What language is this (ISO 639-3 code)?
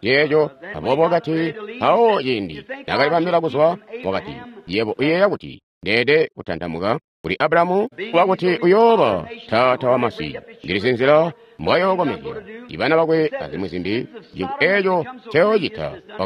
toi